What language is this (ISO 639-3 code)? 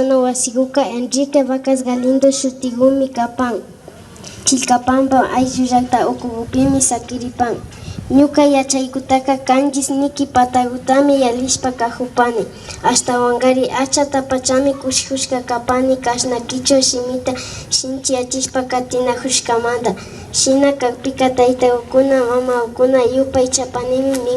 qvi